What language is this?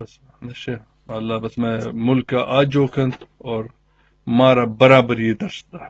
Eastern Balochi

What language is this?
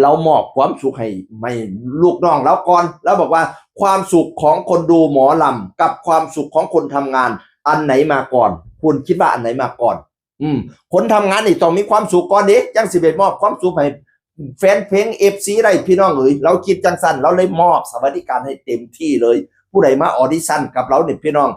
Northeastern Thai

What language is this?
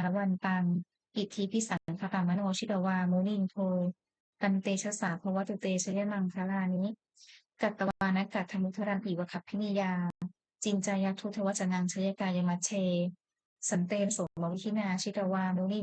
Pali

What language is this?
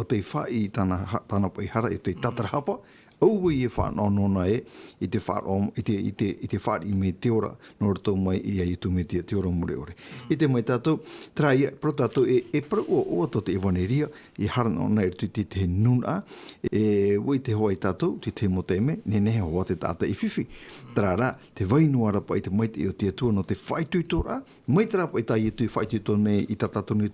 Tahitian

